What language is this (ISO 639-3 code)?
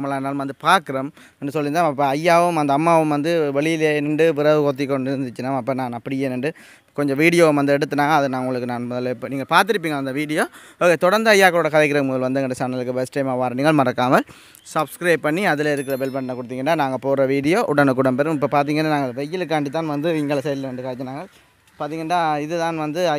tam